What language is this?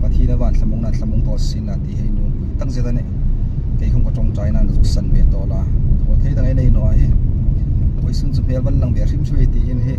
Hmar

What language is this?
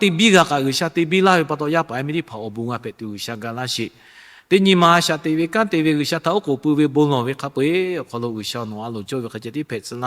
Lahu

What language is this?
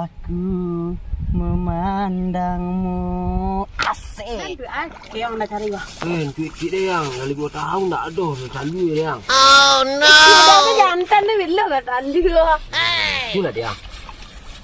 Minangkabau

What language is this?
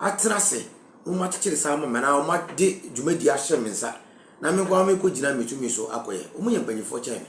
Akan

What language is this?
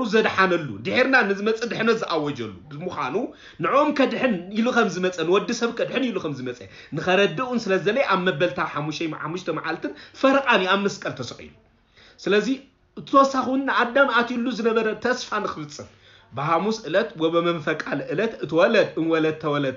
Tigrinya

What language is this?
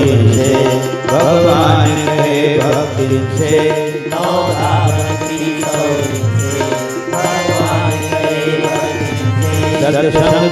Chhattisgarhi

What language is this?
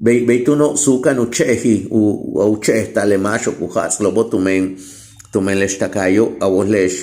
Yucateco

